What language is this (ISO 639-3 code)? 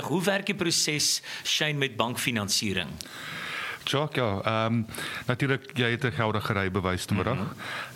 afr